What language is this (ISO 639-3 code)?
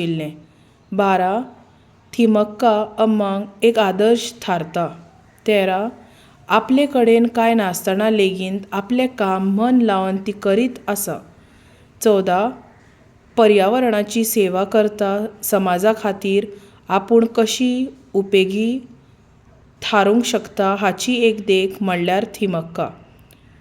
kok